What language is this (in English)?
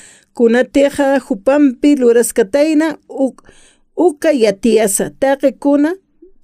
Aymara